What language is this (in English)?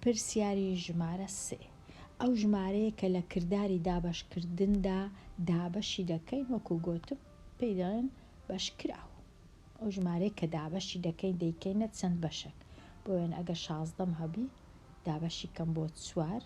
Central Kurdish